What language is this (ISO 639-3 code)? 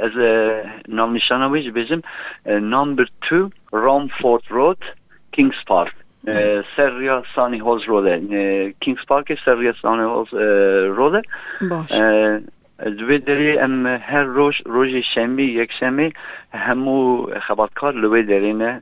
kur